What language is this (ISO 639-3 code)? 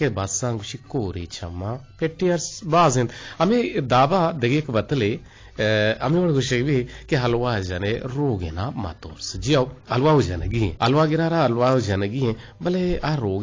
bgp